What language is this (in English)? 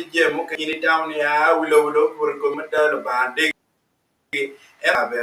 Acoli